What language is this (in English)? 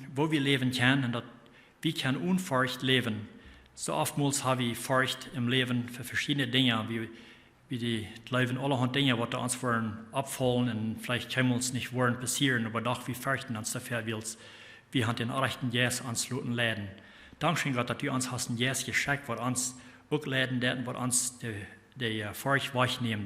Plautdietsch